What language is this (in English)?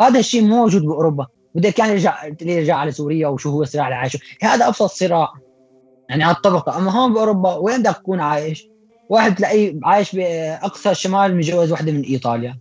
North Levantine Arabic